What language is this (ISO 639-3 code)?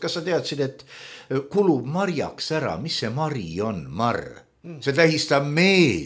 est